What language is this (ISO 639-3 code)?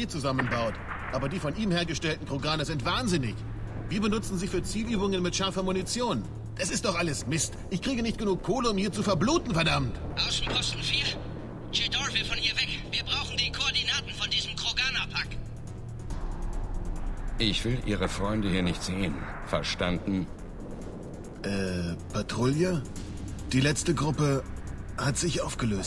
deu